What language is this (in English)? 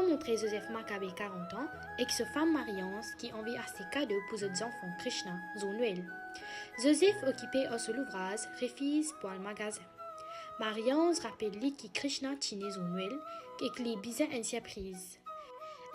Morisyen